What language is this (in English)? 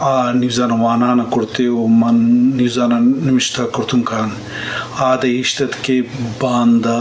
Eastern Balochi